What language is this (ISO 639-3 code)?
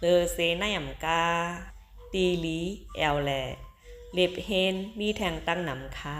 shn